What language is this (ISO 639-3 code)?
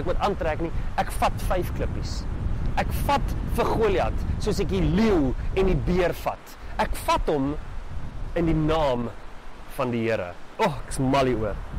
afr